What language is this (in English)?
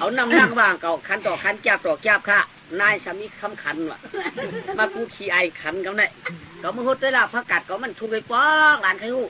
Shan